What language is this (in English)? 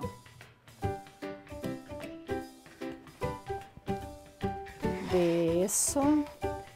Portuguese